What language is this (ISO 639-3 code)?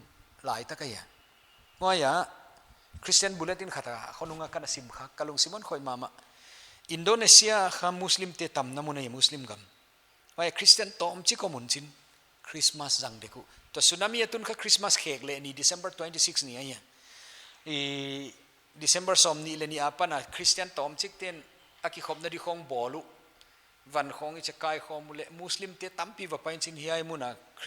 pck